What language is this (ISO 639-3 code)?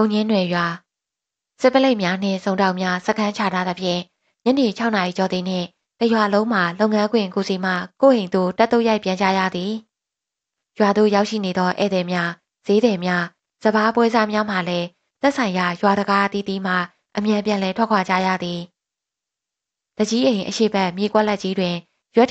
mya